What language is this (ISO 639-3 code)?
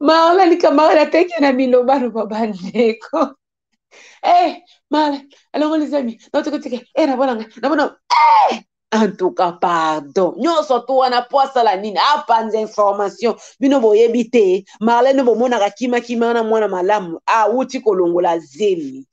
lin